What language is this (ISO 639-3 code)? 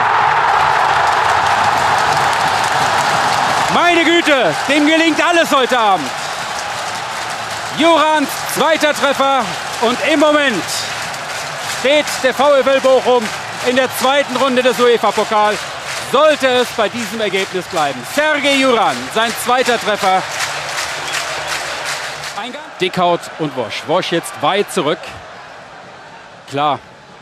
deu